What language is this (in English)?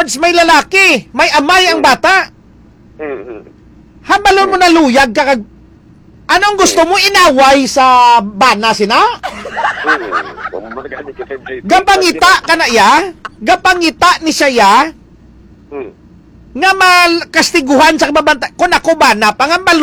Hiligaynon